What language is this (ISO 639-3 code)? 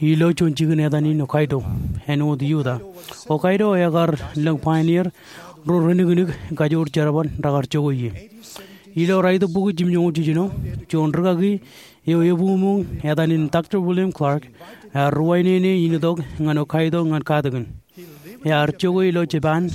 mah